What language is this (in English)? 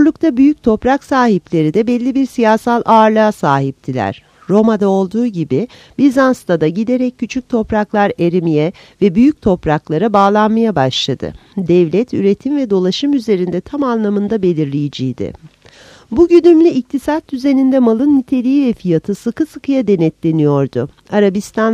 Turkish